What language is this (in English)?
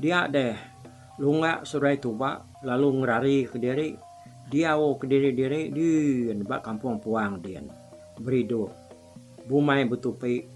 Iban